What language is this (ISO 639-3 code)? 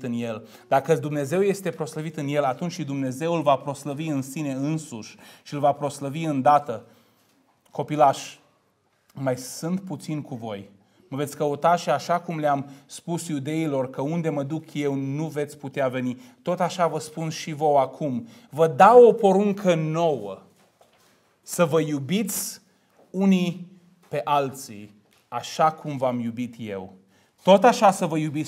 ron